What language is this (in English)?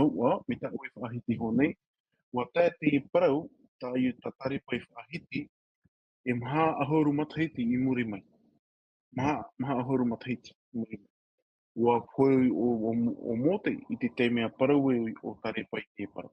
Tahitian